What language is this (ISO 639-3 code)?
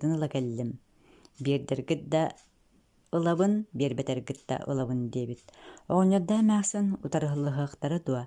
sah